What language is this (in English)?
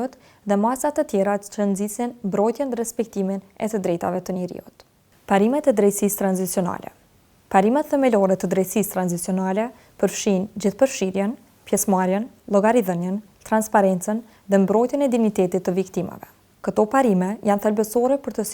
Albanian